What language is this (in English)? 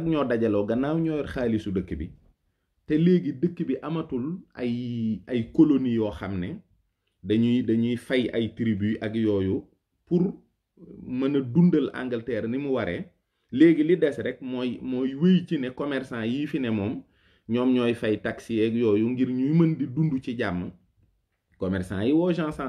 Wolof